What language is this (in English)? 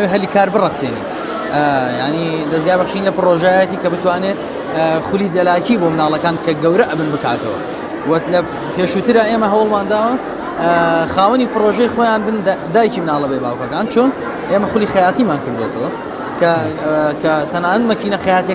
Central Kurdish